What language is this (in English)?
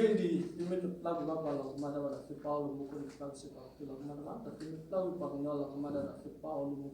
S'gaw Karen